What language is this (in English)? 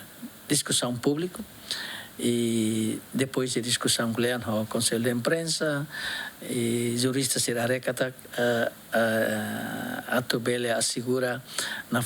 Tetum